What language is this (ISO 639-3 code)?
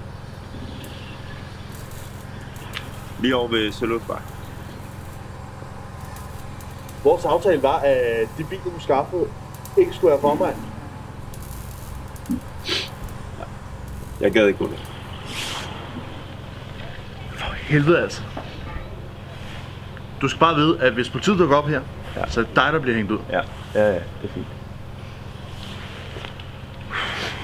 dan